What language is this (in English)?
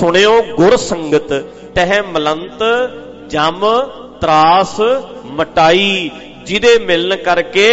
Punjabi